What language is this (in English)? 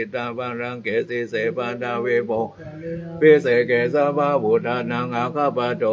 Pali